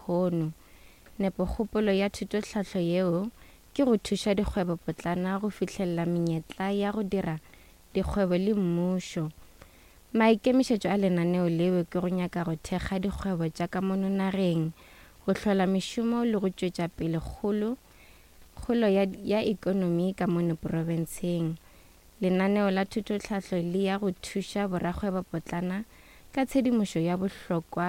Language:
Northern Sotho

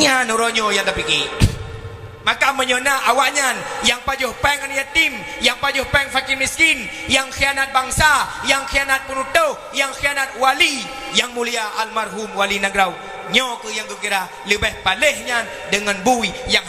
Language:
Achinese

